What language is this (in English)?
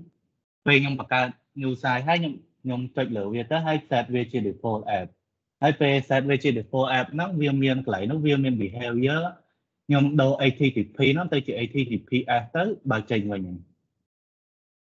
Khmer